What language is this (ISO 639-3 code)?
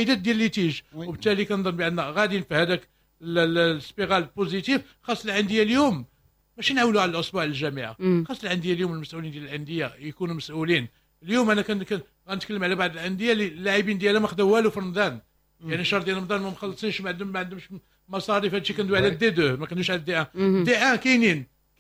ary